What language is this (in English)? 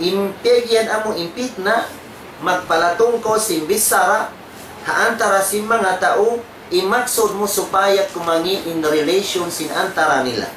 Tausug